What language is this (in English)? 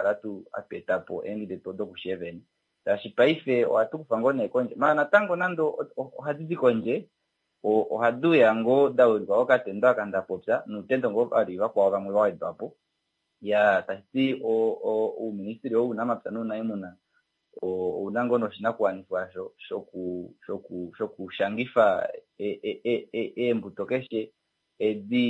Kuanyama